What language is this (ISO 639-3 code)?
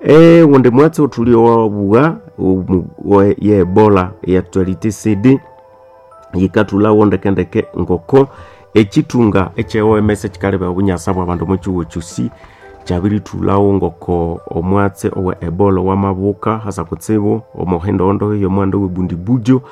nnb